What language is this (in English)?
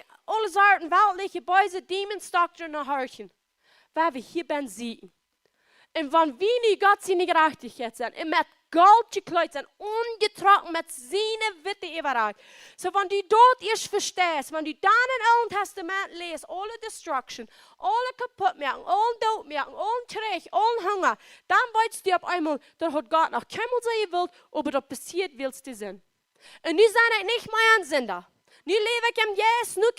Plautdietsch